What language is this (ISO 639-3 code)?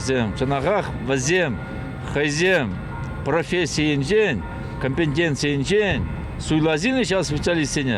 chv